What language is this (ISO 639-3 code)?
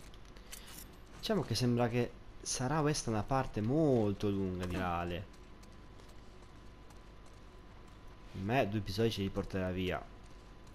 ita